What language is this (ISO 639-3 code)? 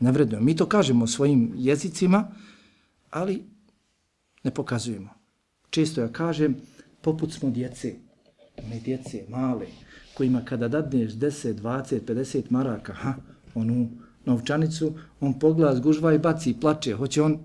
bos